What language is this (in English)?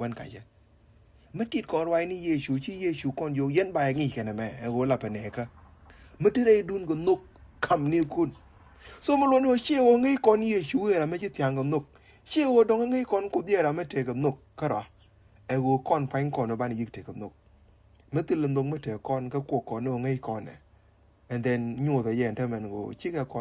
Nuer